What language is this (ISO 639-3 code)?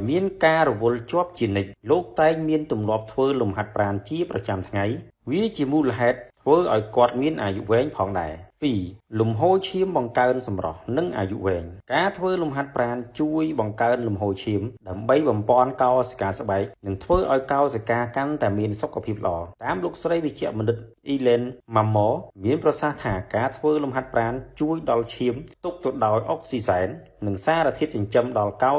khm